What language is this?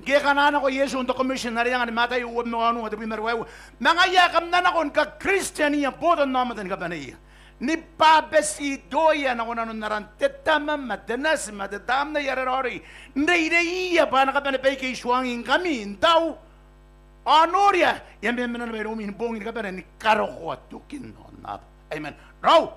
Gilbertese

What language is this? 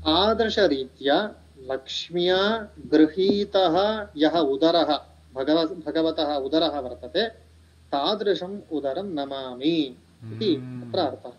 Sanskrit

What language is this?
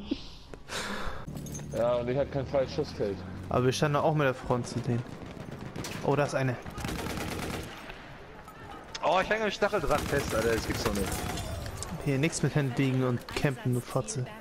German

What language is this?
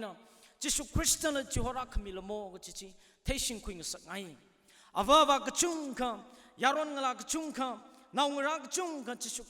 Tangkhul Naga (India)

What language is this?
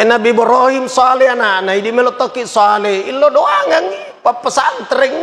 Buginese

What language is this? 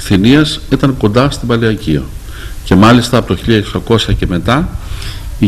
Greek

